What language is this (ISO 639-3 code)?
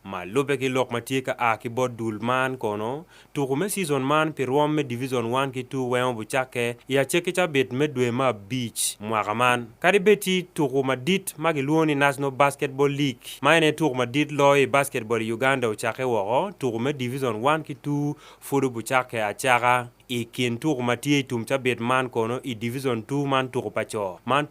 ach